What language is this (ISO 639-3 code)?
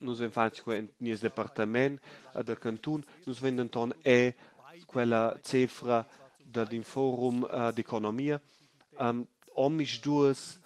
roh